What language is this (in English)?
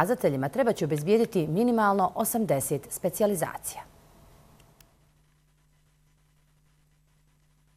Bosnian